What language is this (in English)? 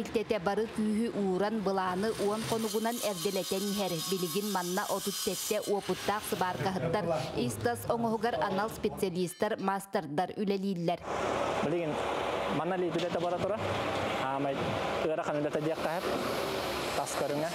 Yakut